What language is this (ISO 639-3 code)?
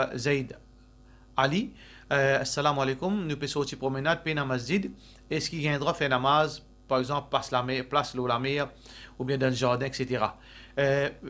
mfe